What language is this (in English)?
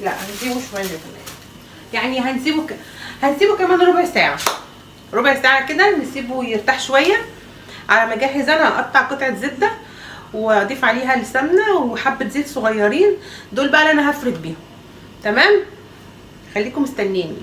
Egyptian Arabic